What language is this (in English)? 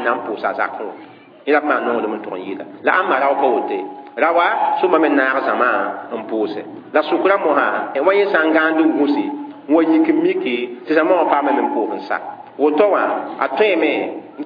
Mossi